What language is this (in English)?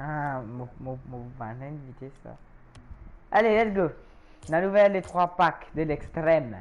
Morisyen